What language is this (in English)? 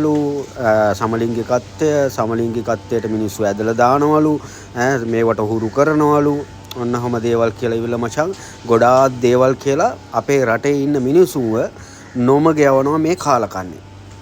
Sinhala